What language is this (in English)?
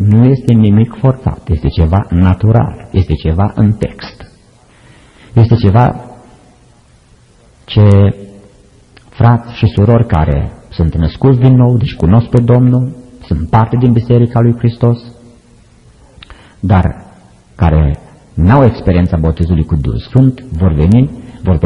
Romanian